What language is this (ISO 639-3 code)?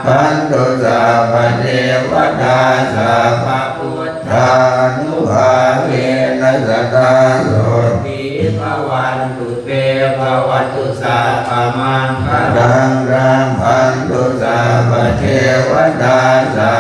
pli